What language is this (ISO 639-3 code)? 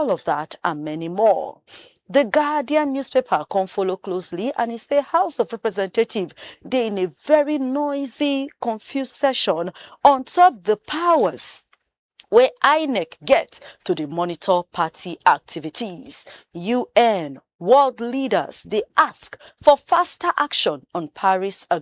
pcm